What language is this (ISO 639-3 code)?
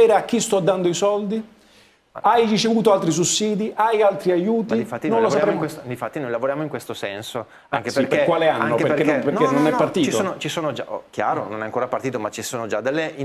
ita